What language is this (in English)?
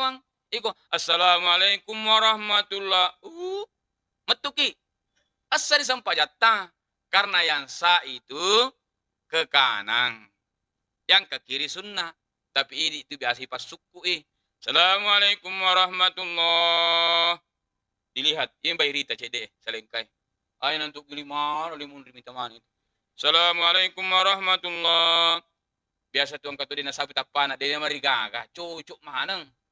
Buginese